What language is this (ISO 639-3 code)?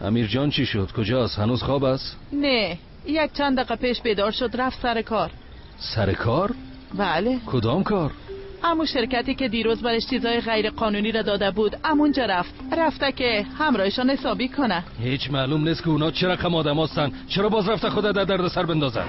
tgk